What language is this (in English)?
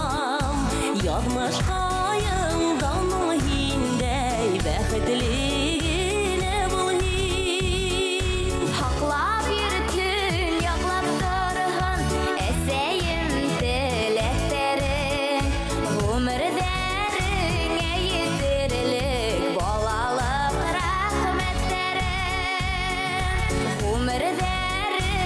Bashkir